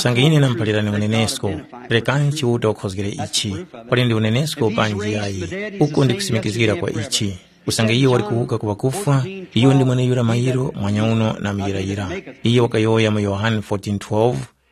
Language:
Tumbuka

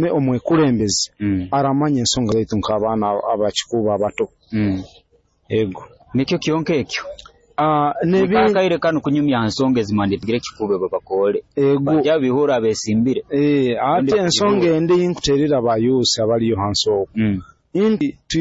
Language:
Nyoro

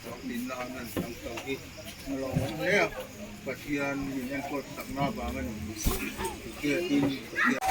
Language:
Mizo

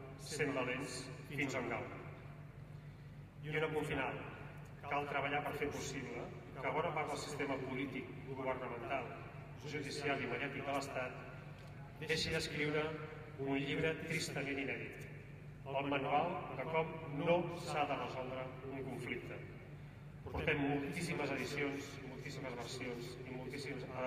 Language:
Catalan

